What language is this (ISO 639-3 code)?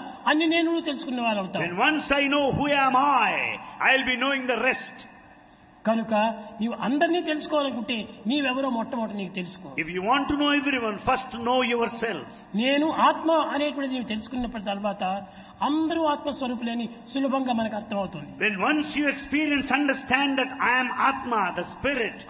tel